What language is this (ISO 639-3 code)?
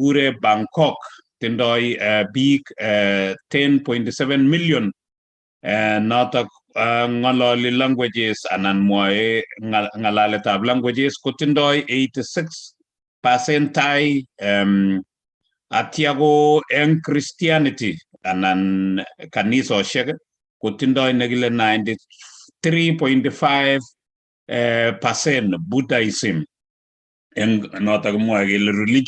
kln